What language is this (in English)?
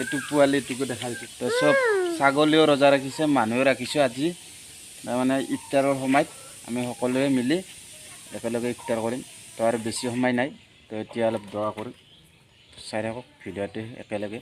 Assamese